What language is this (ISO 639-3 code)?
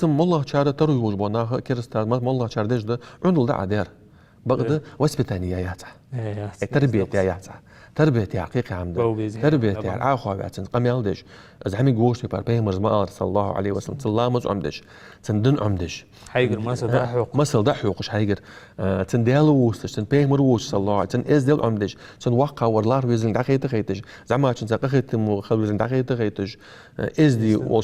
inh